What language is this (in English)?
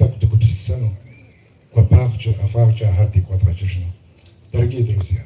Kabardian